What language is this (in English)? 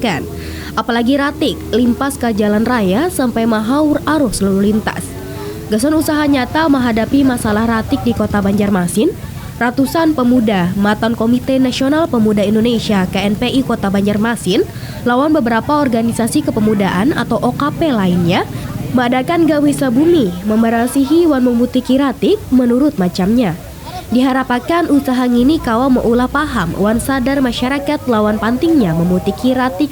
Banjar